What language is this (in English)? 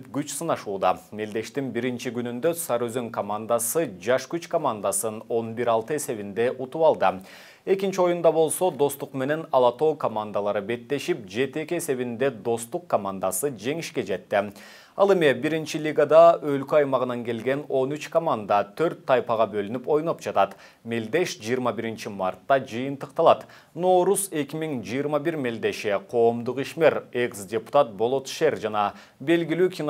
Kyrgyz